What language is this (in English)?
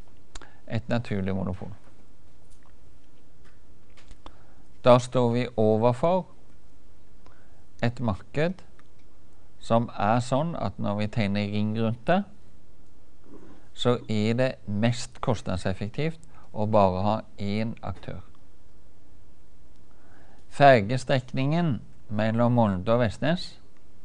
Norwegian